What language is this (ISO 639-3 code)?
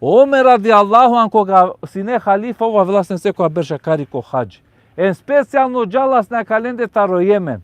rmn